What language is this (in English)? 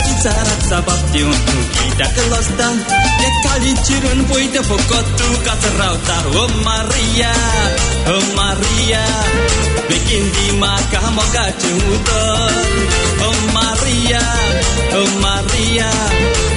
Konkani